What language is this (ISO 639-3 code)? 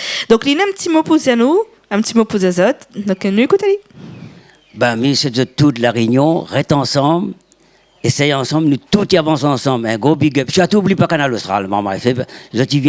rcf